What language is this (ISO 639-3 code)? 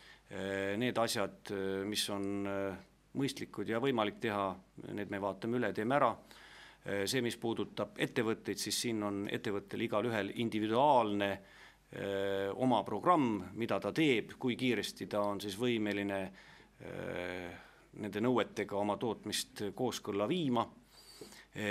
est